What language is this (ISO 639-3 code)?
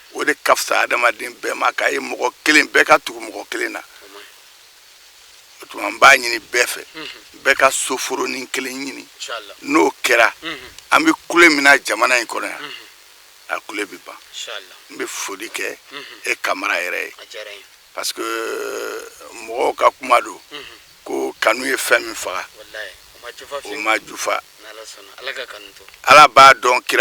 bam